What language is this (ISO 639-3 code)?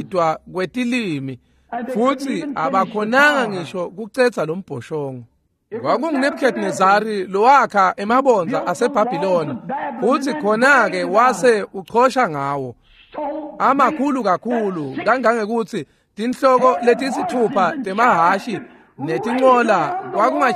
ssw